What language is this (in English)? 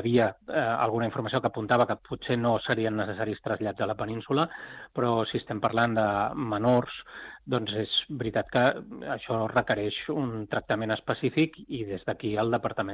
Catalan